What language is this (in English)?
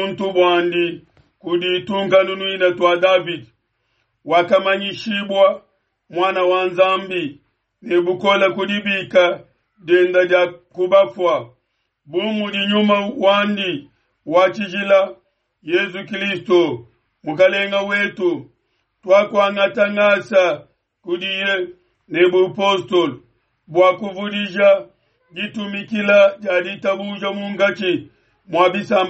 Luba-Lulua